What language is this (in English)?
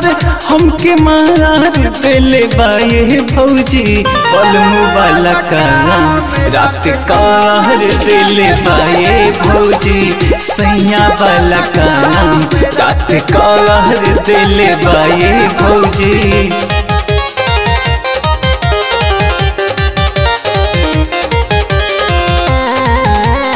Bhojpuri